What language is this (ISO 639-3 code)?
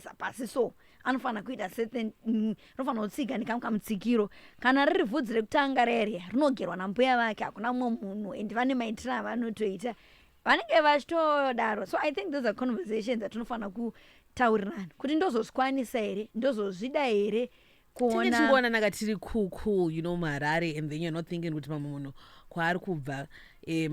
sna